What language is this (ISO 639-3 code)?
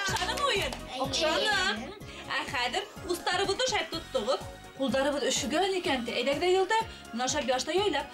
bak